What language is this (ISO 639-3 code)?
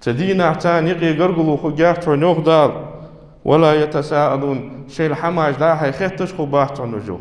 inh